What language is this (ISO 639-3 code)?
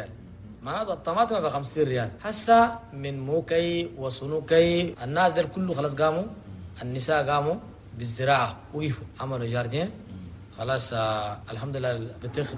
shu